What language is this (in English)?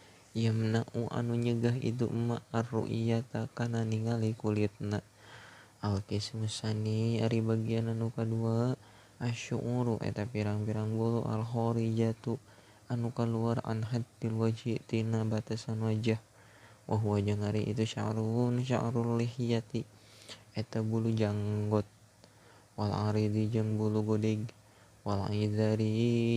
Sundanese